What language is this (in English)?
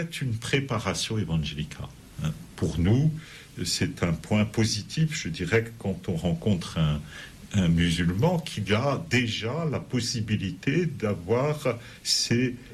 French